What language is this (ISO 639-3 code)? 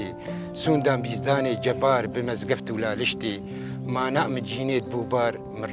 kur